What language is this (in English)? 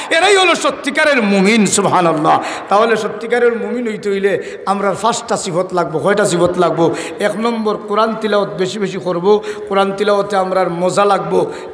Sylheti